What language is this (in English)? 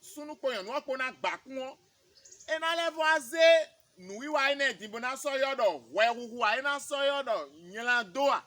Fon